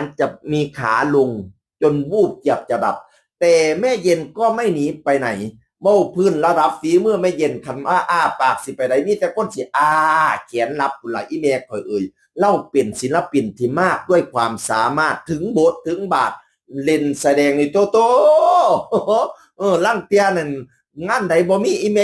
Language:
Northeastern Thai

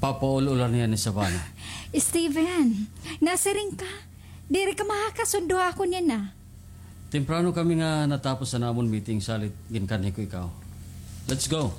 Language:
Waray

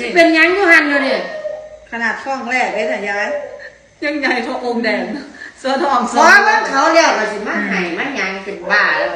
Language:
Northeastern Thai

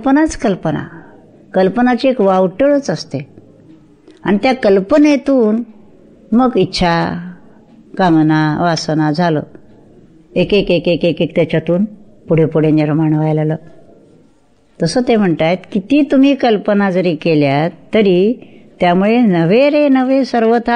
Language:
Marathi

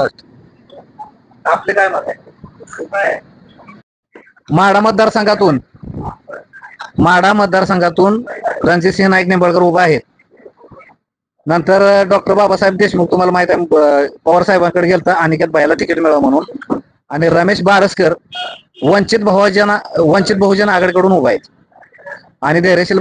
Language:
Marathi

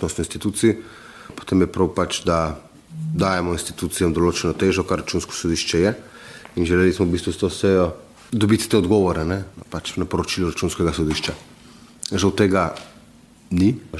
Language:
Slovenian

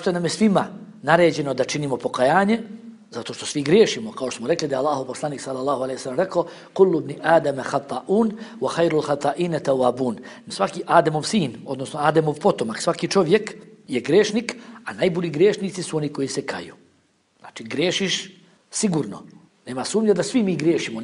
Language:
Bosnian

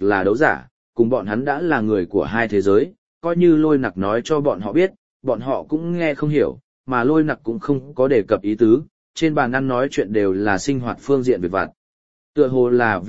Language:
Vietnamese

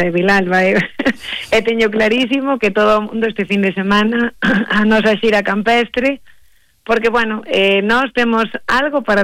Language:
Galician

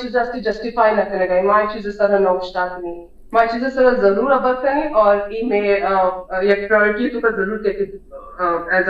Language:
Baluchi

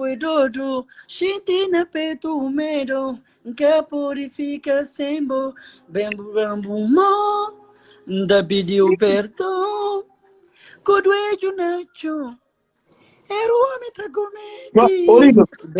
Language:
Kabuverdianu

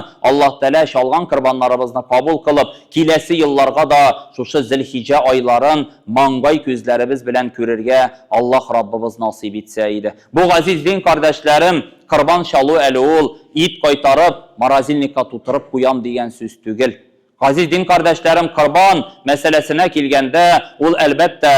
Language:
Tatar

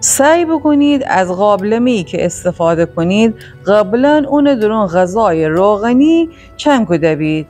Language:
Gilaki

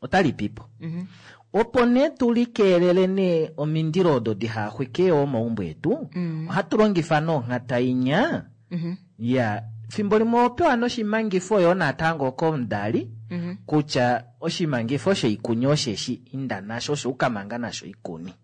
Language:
Kuanyama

